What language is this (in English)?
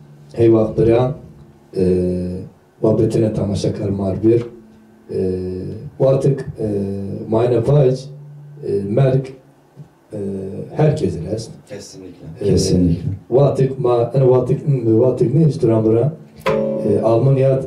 Zaza